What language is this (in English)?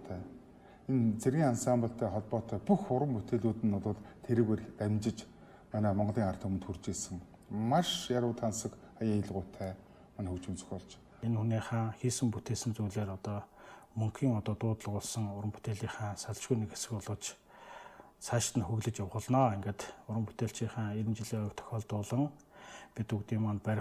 Mongolian